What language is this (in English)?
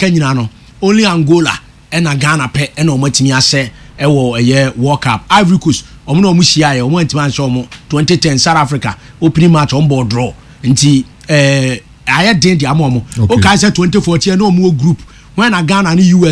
Akan